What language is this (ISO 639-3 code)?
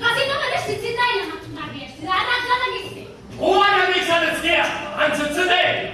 scn